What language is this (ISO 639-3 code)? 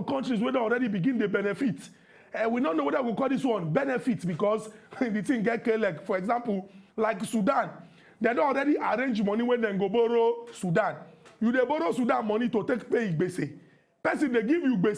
pcm